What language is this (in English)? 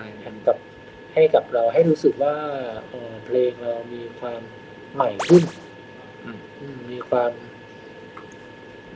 Thai